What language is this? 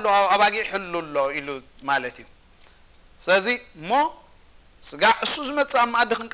Tigrinya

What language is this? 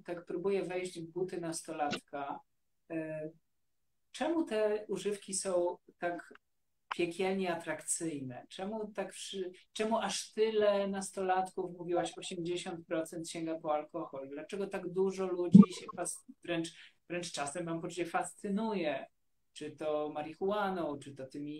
Polish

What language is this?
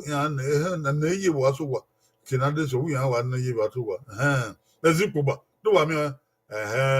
Bini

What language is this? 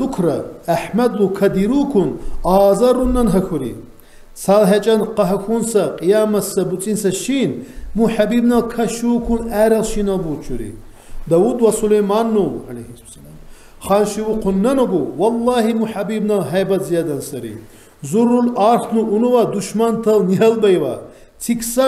Lak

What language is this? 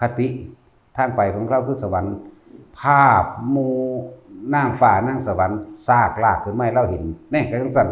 Northeastern Thai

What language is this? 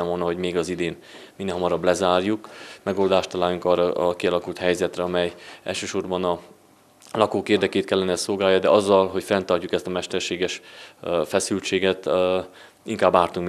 Hungarian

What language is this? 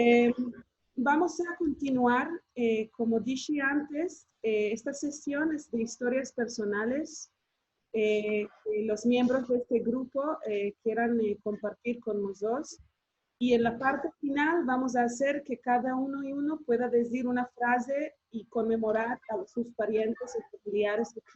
Ladino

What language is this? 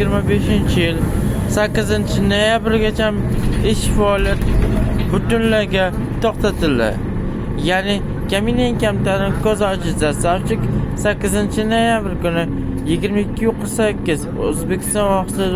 Uzbek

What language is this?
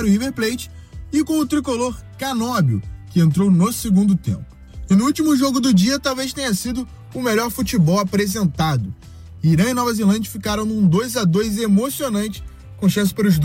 Portuguese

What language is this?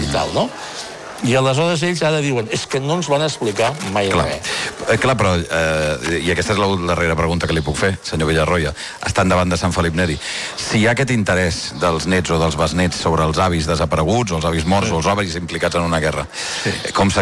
Catalan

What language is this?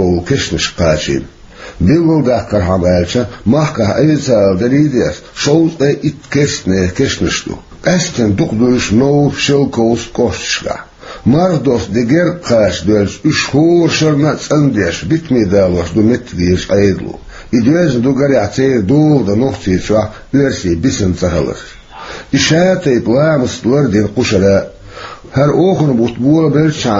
Chechen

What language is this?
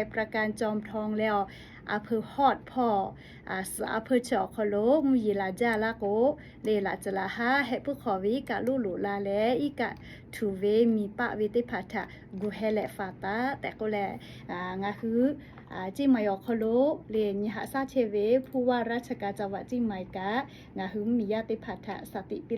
Lahu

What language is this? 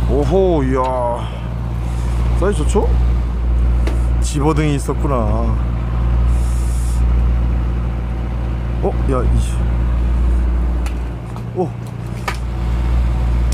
Korean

